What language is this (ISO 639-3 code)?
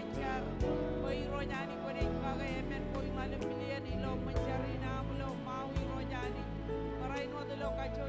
mah